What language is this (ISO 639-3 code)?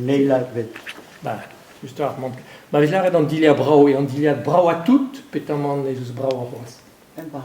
bre